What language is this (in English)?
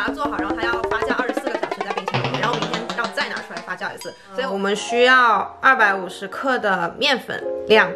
Chinese